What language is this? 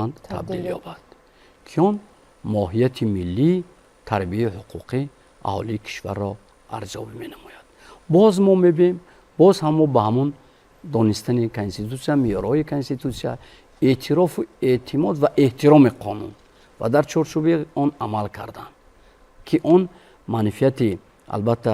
Tajik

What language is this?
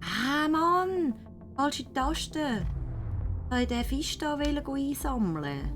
Swiss German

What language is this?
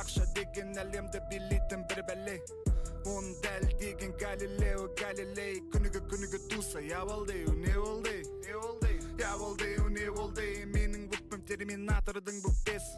Kara-Kalpak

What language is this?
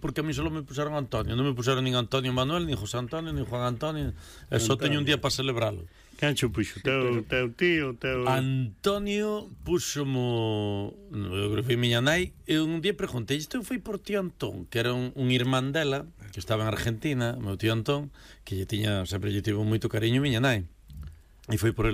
Galician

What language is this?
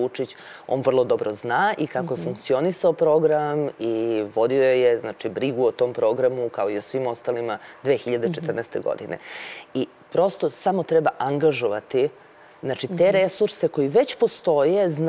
Serbian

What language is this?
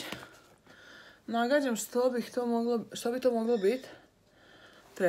Croatian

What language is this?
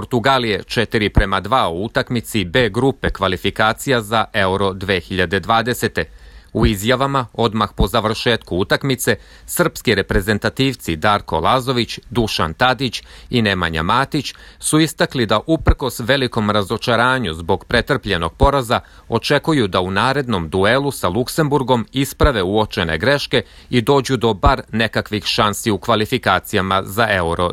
Serbian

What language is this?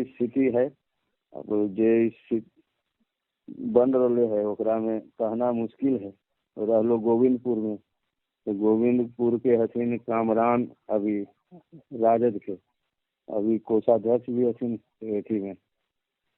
Magahi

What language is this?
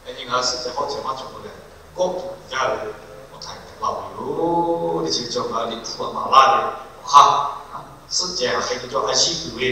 Lahu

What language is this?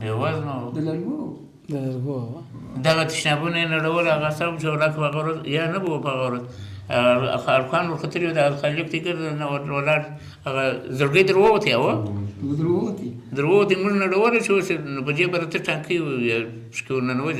Pashto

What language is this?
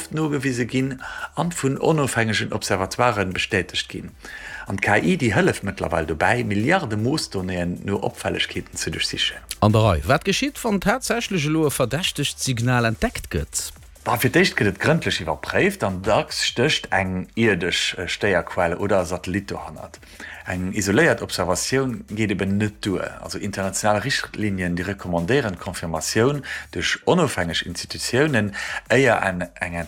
Luxembourgish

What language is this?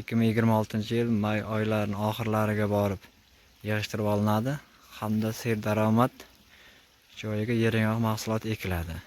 Uzbek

